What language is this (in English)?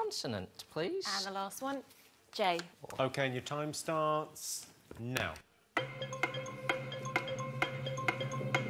English